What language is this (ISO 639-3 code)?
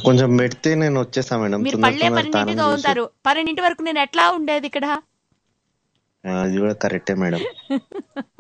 tel